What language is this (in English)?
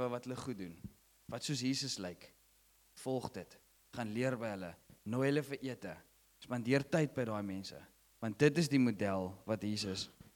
Afrikaans